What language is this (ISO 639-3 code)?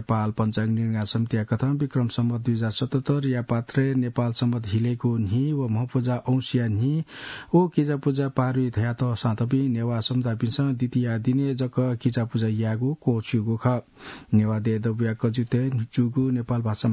new